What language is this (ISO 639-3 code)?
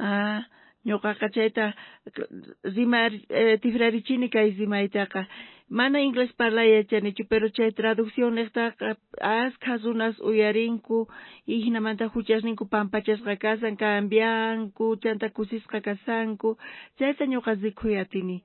quh